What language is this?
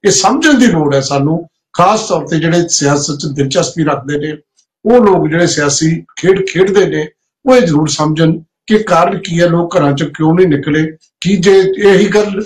Punjabi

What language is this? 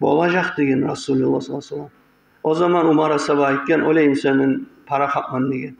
Kumyk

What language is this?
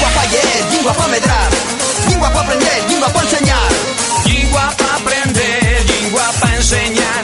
Asturian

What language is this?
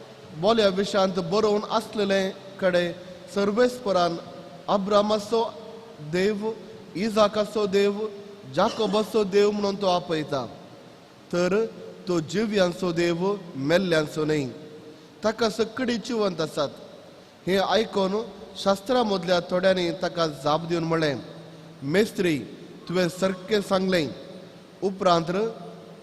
Konkani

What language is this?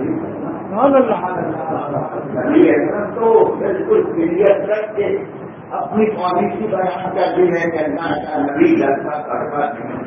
Urdu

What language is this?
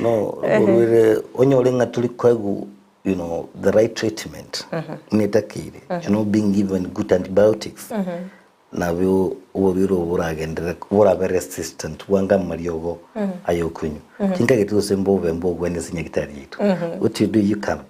Gusii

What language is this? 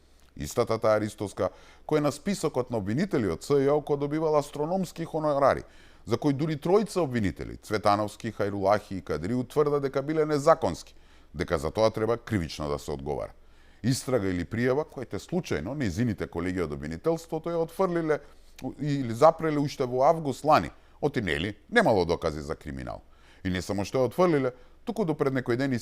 Macedonian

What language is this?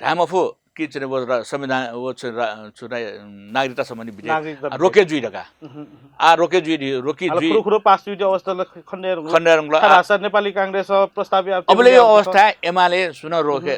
Newari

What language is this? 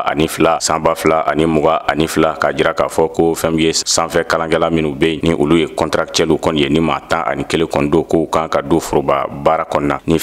Bambara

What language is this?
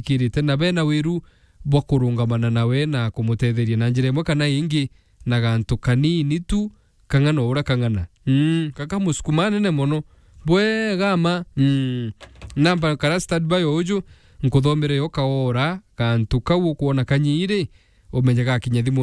Meru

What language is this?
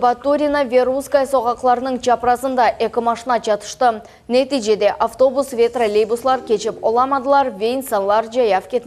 Crimean Tatar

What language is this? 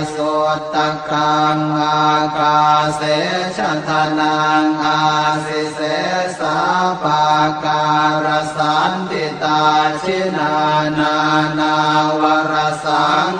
Pali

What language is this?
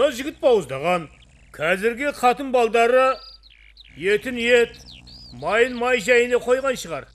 Kara-Kalpak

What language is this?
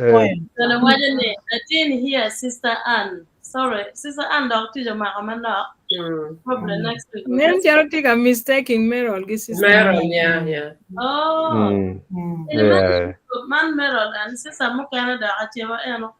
Acoli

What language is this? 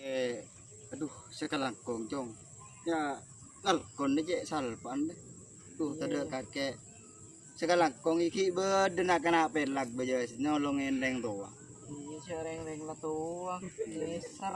Madurese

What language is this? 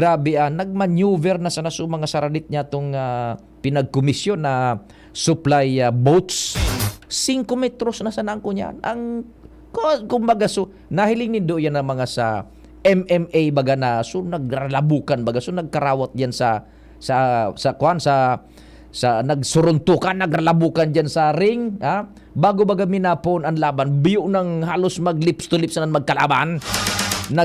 Bikol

